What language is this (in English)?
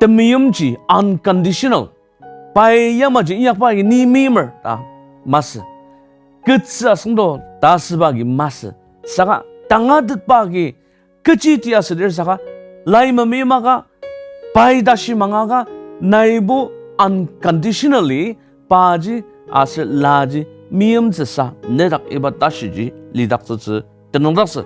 Ao Naga